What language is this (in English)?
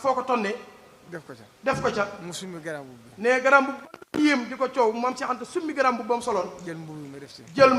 Wolof